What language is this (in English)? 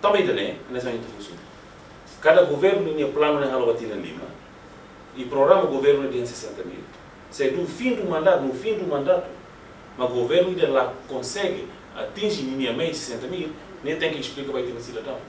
Tetum